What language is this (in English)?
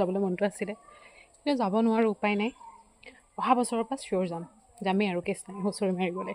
Assamese